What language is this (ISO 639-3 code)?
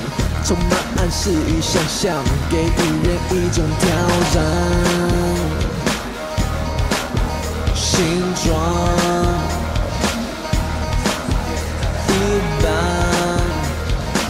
zho